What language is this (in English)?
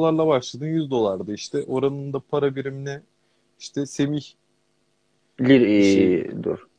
Turkish